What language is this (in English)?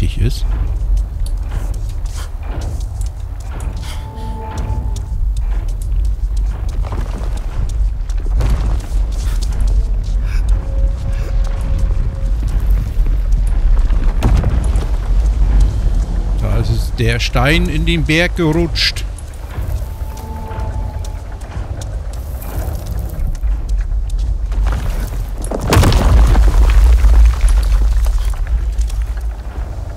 German